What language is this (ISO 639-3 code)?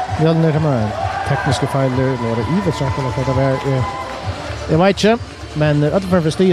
fao